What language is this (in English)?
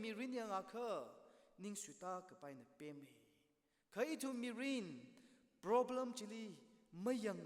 Tangkhul Naga (India)